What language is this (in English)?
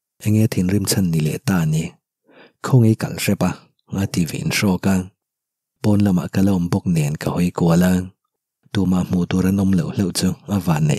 Mizo